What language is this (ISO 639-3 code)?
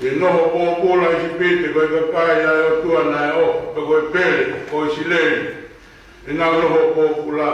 ton